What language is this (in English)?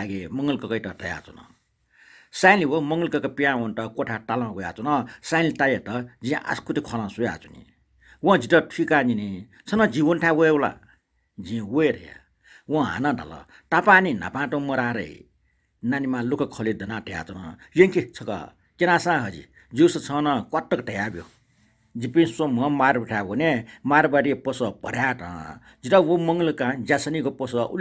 Newari